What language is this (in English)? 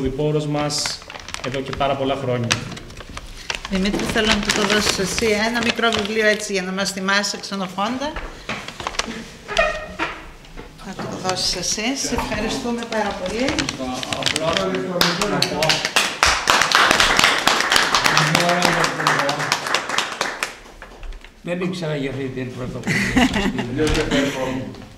Greek